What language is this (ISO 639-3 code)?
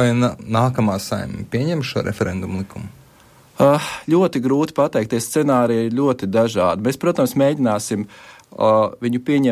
lav